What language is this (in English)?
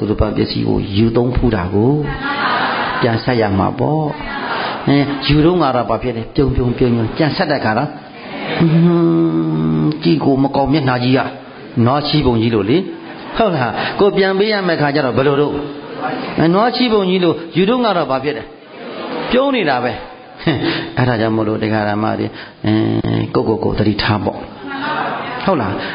Burmese